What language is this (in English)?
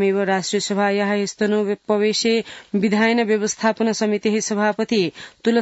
Sanskrit